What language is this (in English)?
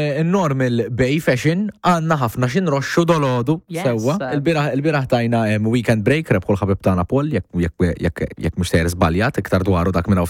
Maltese